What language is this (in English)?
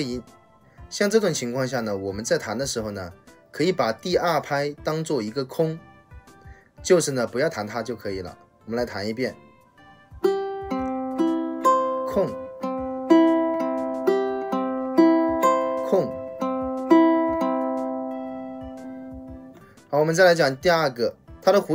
Chinese